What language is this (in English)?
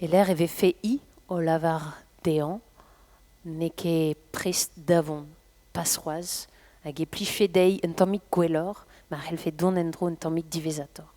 Breton